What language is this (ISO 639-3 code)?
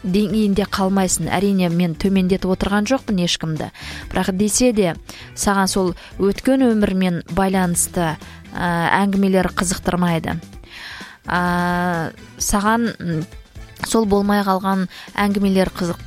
kaz